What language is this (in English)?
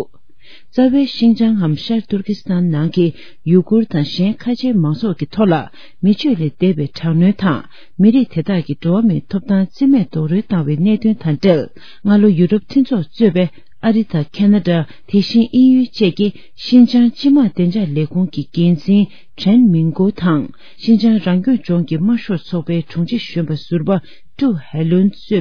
Tibetan